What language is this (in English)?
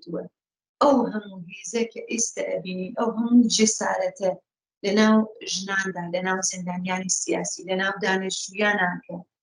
Central Kurdish